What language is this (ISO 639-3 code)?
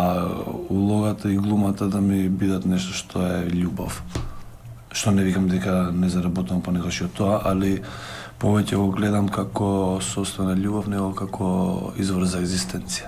mkd